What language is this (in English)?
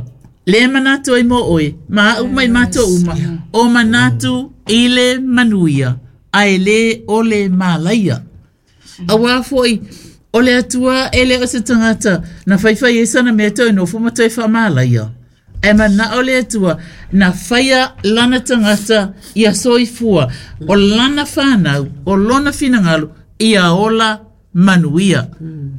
Samoan